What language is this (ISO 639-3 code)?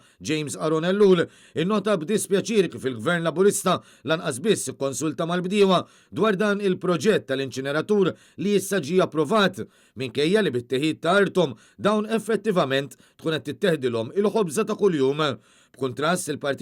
mlt